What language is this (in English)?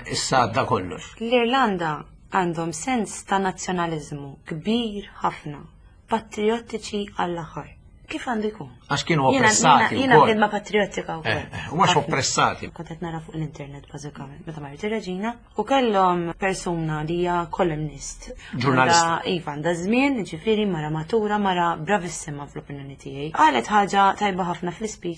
Maltese